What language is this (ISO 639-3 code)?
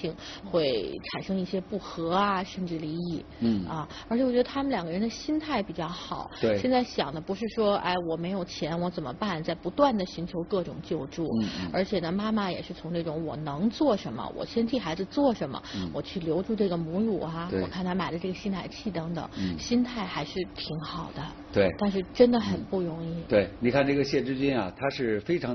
zho